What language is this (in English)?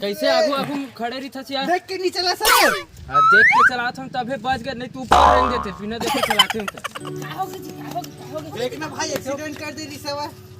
Chhattisgarhi